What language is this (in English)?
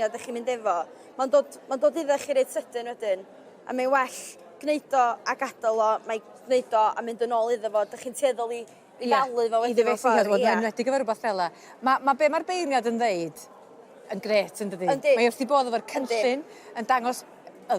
Welsh